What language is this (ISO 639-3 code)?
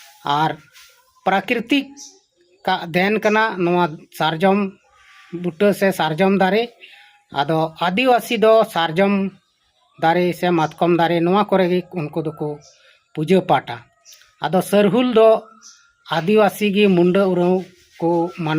sat